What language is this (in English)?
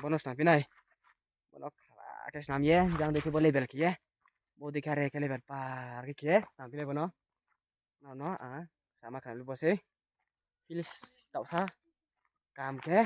Riang (India)